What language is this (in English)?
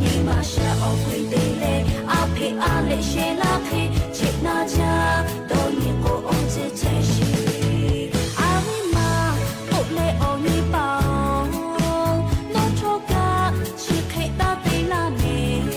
Lahu